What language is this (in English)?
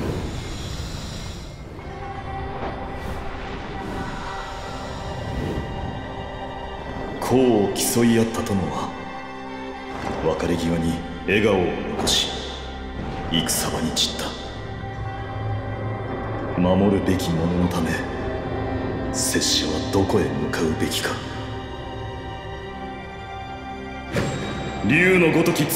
Japanese